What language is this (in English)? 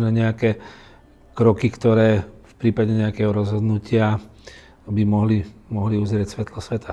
Slovak